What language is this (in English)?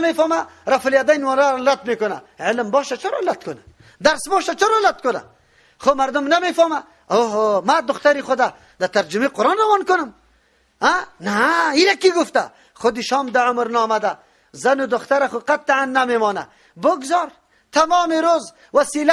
Persian